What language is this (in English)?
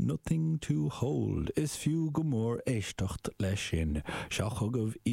Irish